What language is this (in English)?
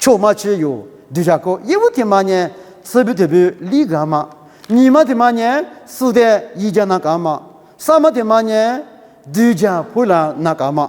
Lisu